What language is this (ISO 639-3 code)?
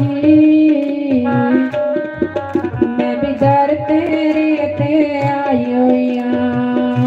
doi